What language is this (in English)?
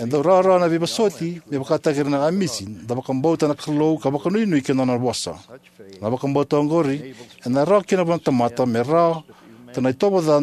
Fijian